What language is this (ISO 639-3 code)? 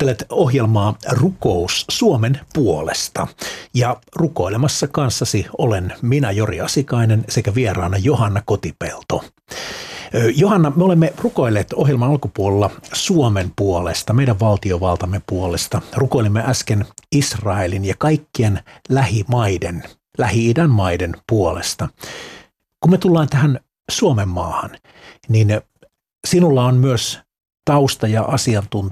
fin